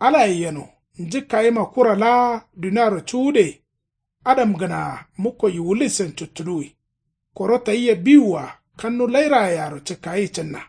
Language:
Kanuri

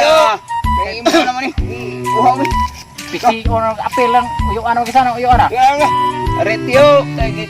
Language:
Cebuano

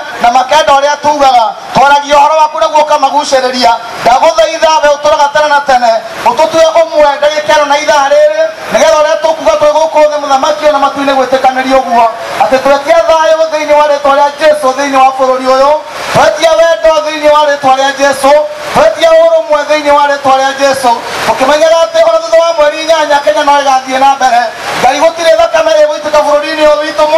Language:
Kikuyu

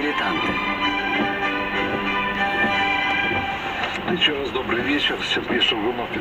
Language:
Russian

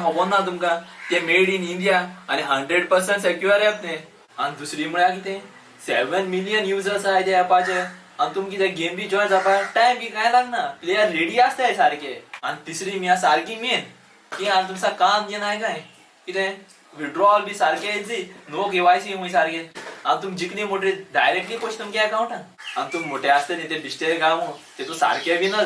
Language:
Konkani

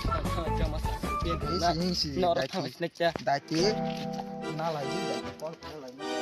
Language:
Kok Borok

